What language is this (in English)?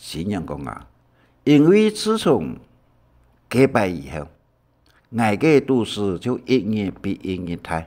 Hakka Chinese